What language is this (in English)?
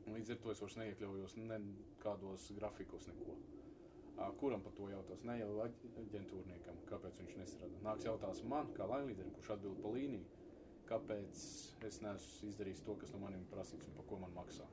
Latvian